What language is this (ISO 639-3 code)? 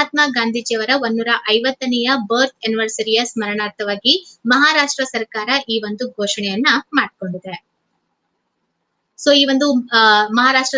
kan